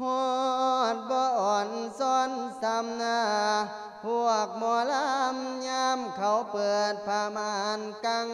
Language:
Lao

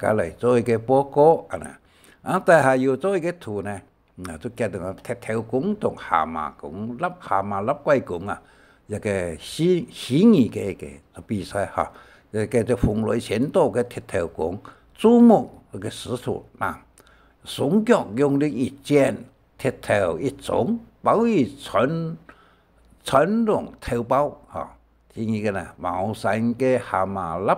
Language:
Hakka Chinese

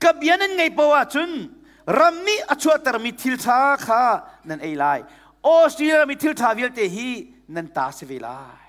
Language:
Hakha Chin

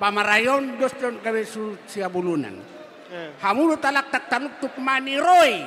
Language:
Batak Toba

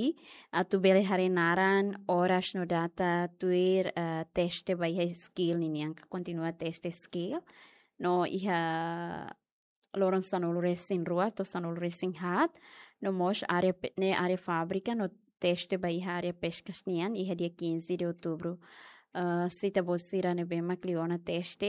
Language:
Tetum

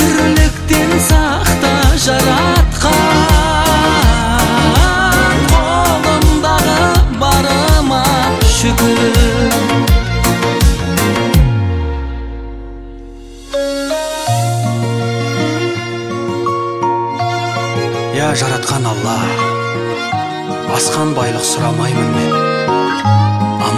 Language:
Kazakh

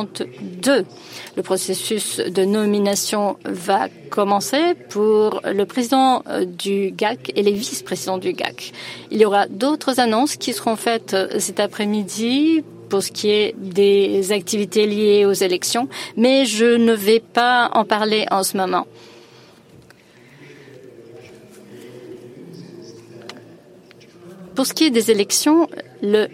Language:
French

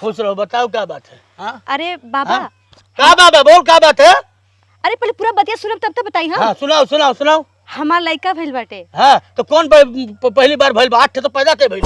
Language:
Bhojpuri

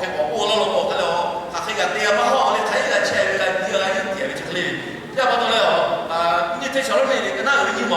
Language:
Lahu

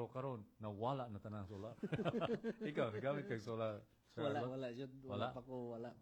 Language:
Cebuano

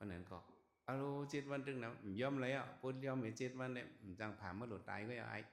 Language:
Shan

